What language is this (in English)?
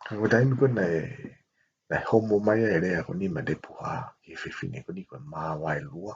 Tongan